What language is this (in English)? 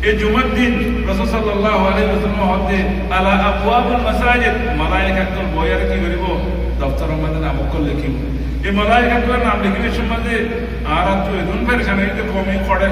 Rohingya